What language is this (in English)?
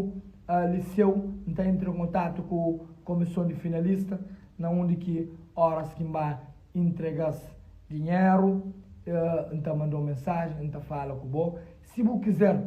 Kabuverdianu